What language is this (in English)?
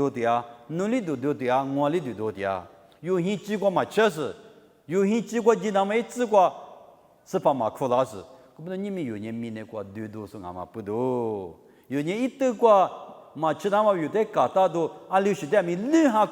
Lisu